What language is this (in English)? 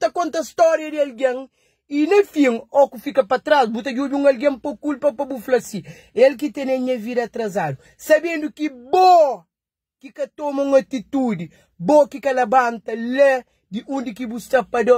Kabuverdianu